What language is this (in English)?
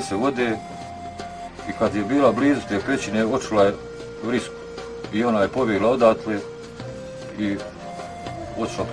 Bosnian